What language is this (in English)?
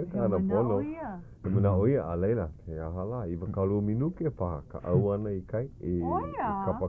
Hawaiian